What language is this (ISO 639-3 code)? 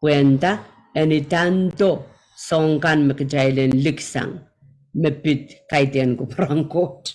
pon